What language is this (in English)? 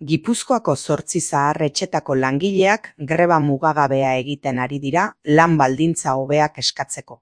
Basque